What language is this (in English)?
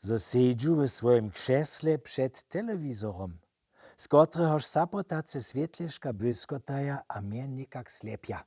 Upper Sorbian